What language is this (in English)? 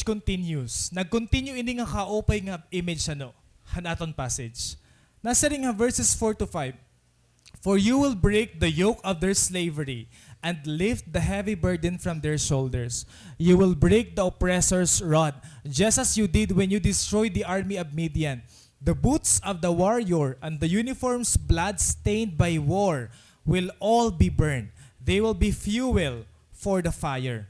Waray